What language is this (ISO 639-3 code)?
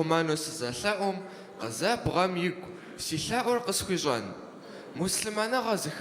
kbd